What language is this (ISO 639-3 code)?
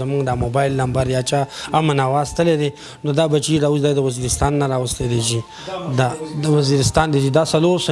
pus